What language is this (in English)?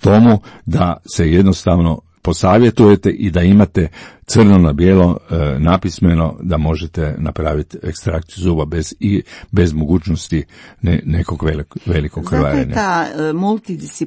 Croatian